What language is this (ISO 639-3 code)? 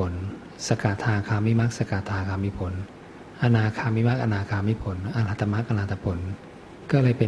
tha